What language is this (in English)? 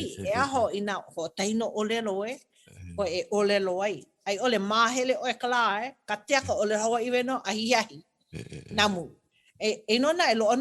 Hawaiian